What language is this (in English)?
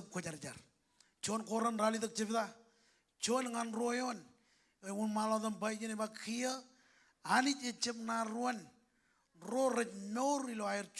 Marshallese